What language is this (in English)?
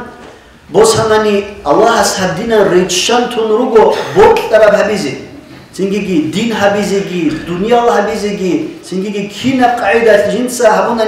Avaric